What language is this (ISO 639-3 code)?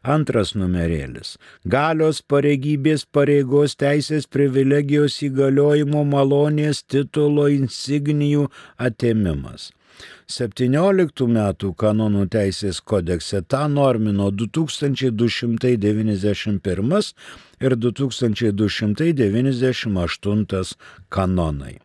lit